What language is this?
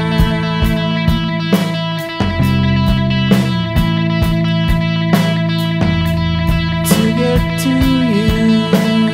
English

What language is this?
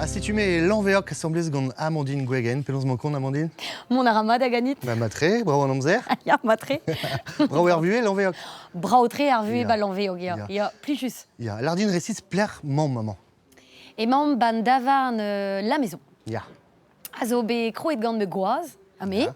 Breton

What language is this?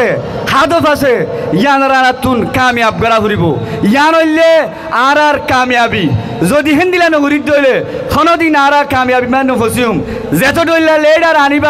Rohingya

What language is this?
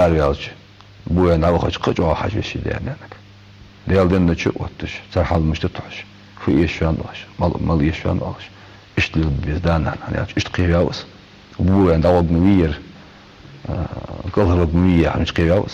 Ingush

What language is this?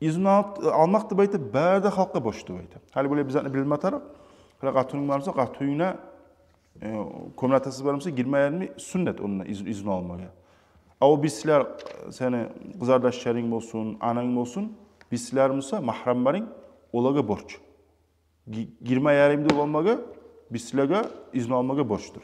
Kumyk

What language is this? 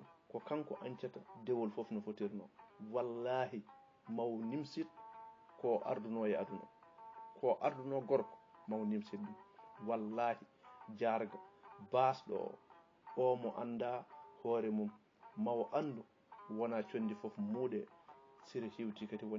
Fula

